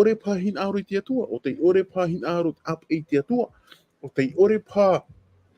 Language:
Tahitian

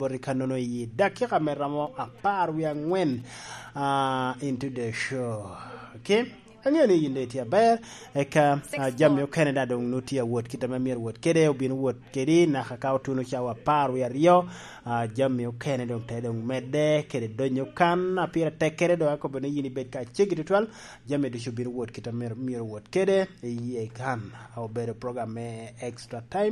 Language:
Lango (Uganda)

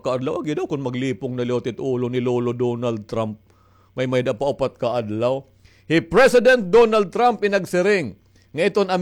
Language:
Waray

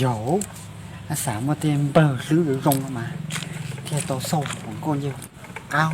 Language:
Hmong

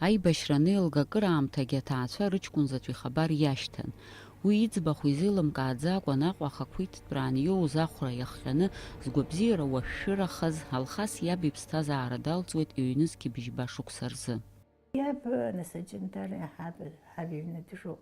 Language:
Abkhazian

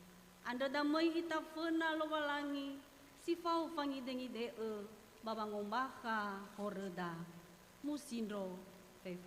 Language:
Nias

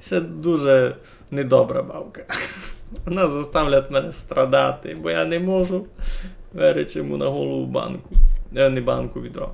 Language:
Rusyn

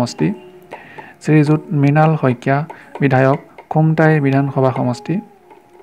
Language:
Assamese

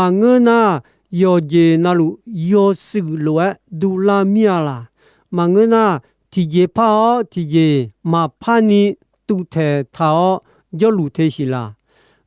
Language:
Akha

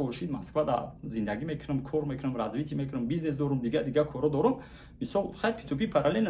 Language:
Tajik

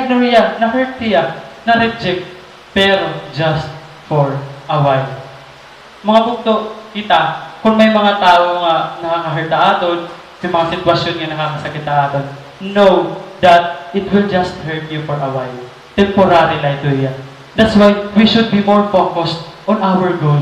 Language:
Waray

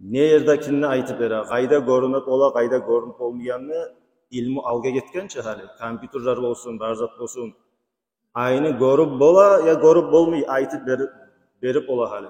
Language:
Kumyk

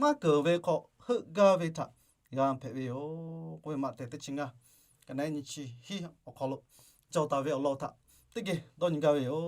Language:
Lahu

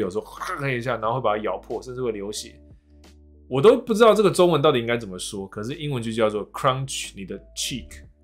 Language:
Chinese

